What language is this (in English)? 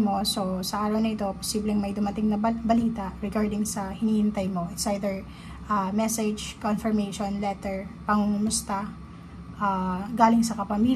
Filipino